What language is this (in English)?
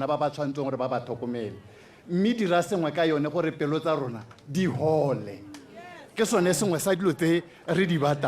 Tswana